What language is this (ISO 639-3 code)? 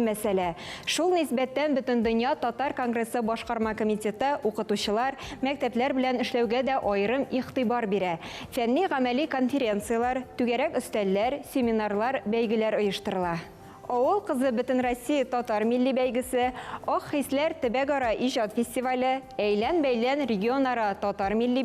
tat